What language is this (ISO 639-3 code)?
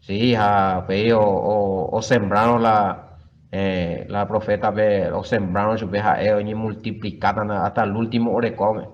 grn